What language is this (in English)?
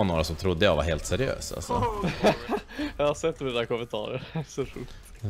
Swedish